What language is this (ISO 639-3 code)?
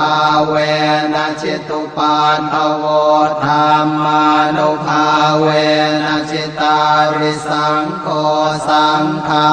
pli